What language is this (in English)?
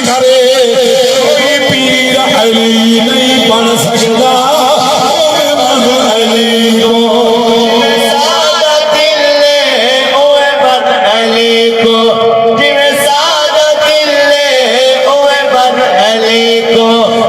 Saraiki